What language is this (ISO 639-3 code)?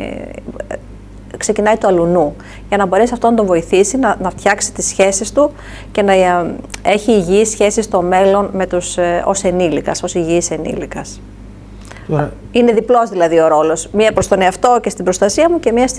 ell